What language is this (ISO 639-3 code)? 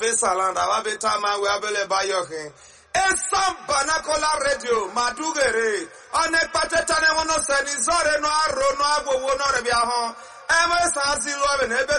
yor